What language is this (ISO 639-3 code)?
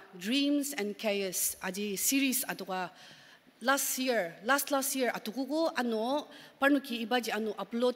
njo